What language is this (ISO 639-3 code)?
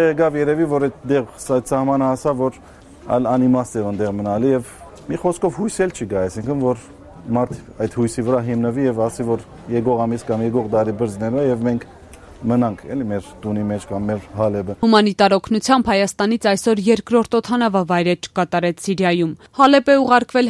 hye